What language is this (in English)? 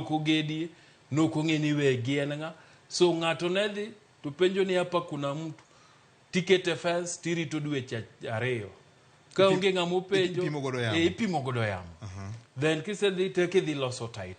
Luo (Kenya and Tanzania)